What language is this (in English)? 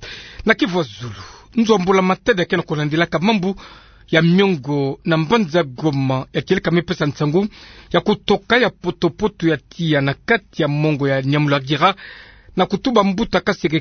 Kituba (Democratic Republic of Congo)